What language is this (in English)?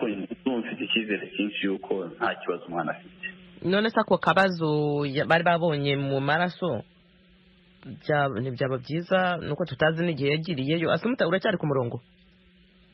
Kinyarwanda